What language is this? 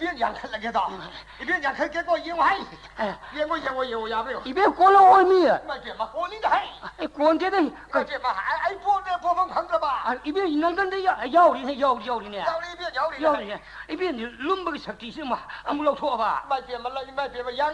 Manipuri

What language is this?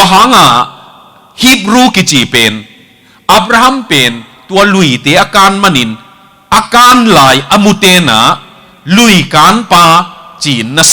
Tedim Chin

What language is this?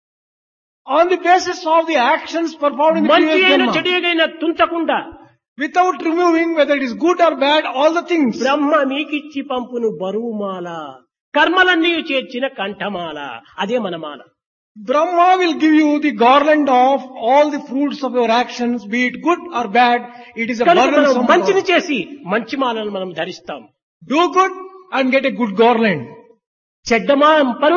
Telugu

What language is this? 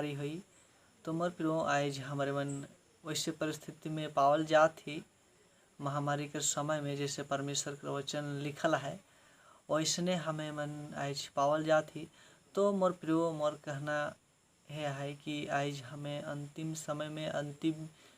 Sadri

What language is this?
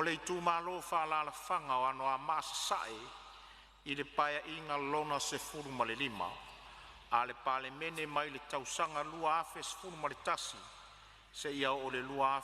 Samoan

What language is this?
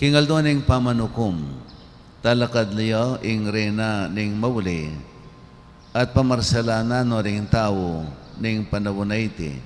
Pampanga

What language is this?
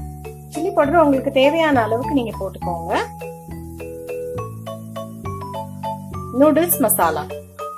Tamil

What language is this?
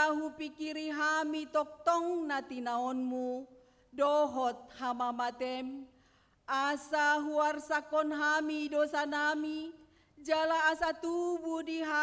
Batak Toba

